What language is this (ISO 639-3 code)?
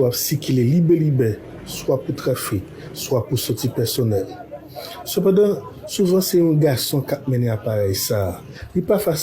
hat